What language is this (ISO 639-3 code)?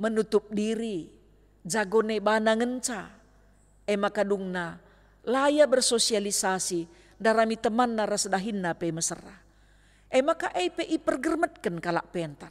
btx